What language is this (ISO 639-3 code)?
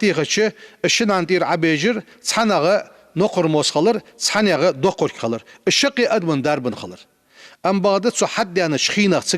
inh